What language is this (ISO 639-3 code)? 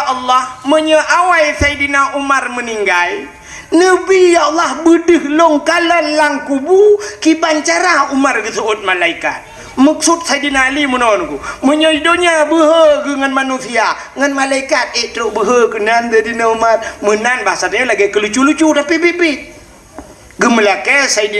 ace